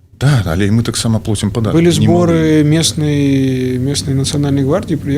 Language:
Belarusian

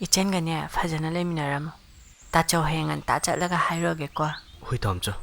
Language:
Manipuri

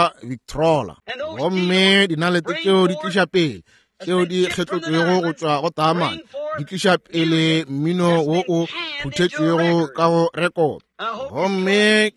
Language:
Northern Sotho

